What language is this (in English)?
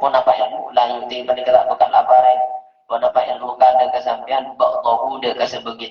Madurese